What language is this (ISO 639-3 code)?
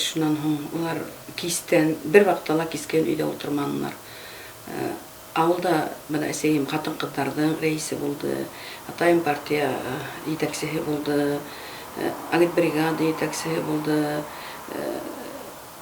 bak